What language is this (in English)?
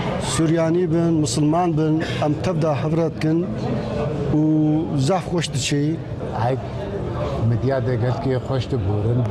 Kurdish